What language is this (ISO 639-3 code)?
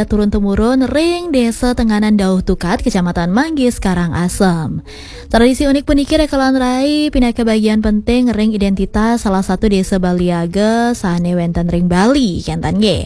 ban